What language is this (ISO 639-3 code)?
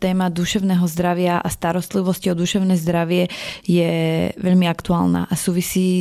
slk